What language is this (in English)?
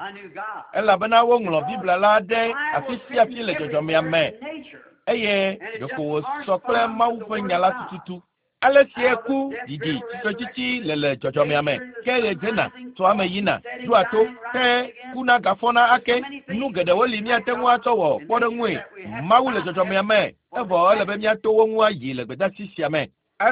Ewe